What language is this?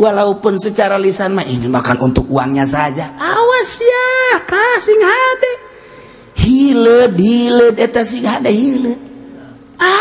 Sundanese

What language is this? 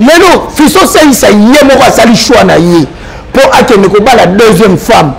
Lingala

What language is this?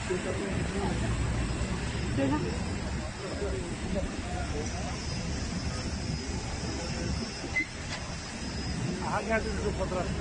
Turkish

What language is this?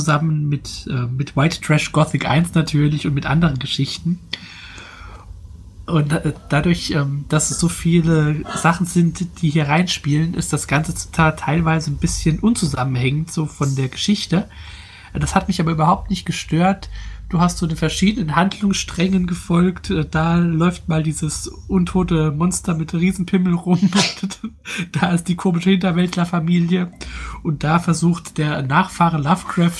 German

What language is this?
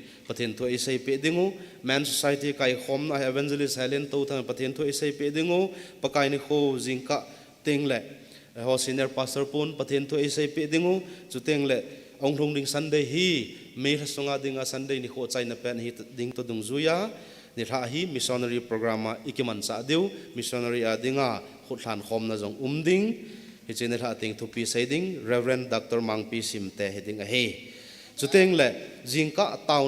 Thado Chin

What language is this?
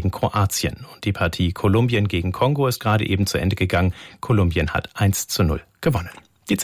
German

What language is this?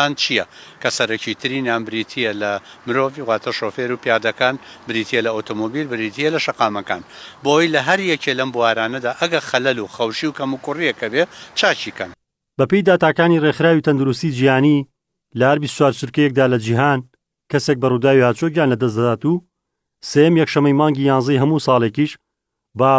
Central Kurdish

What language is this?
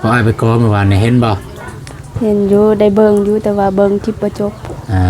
Lao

